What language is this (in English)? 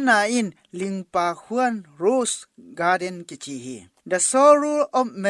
Tedim Chin